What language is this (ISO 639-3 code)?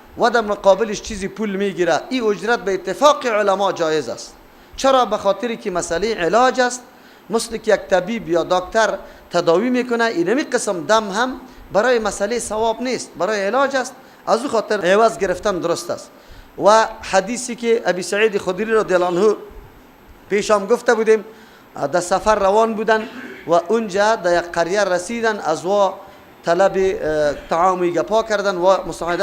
fas